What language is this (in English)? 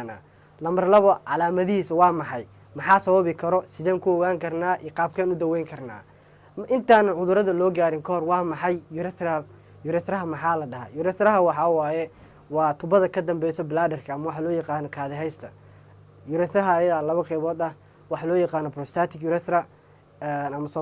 Somali